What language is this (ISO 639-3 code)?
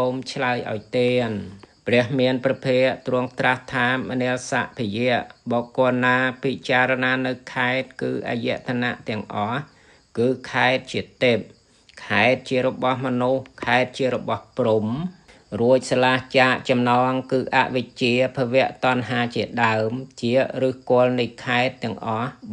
khm